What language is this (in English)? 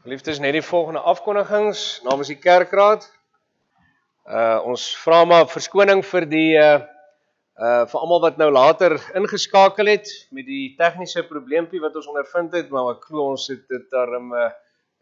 Afrikaans